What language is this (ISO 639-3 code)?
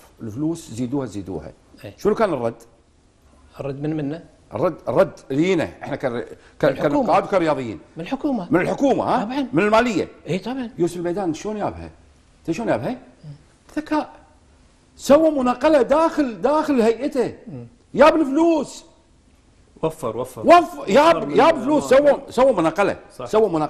afb